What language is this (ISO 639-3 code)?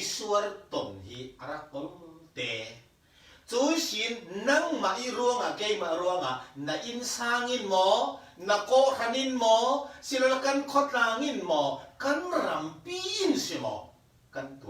cfm